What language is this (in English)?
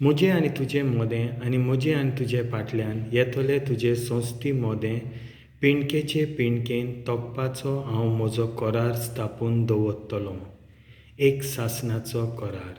Konkani